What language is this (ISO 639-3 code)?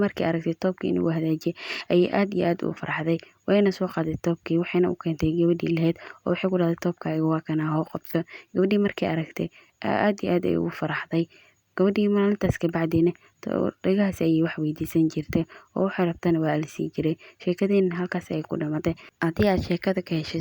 som